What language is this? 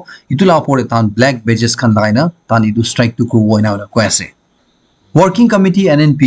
Naga Pidgin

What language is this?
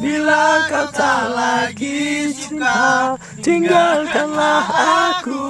Banjar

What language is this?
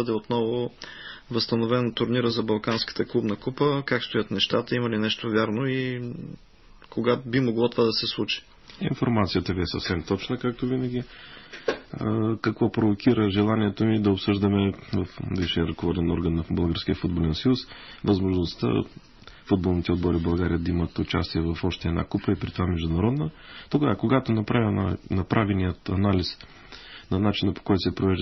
Bulgarian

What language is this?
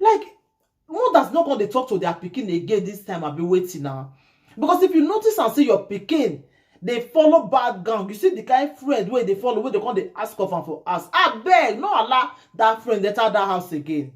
Nigerian Pidgin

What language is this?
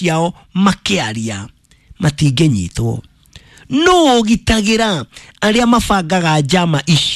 Kikuyu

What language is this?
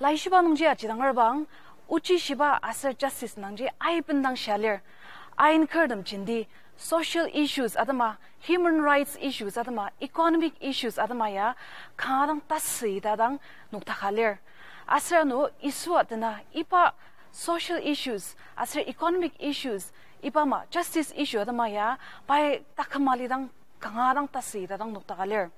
Ao Naga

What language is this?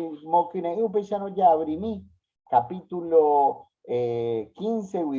Guarani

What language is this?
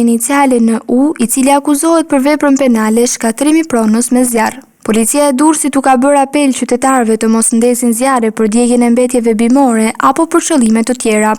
Albanian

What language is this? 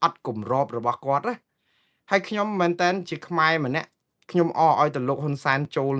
Khmer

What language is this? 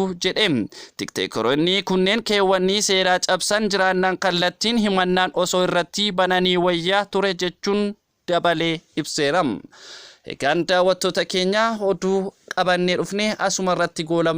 Oromo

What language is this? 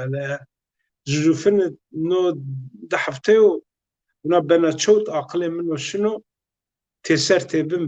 Zaza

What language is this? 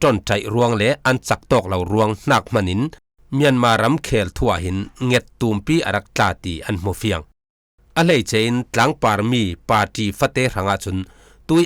Falam Chin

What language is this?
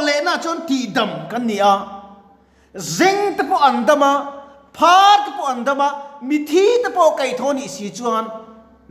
Mizo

